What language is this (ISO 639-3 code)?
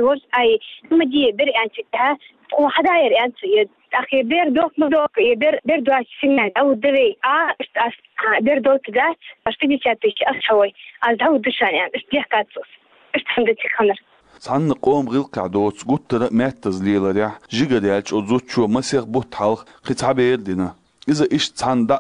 che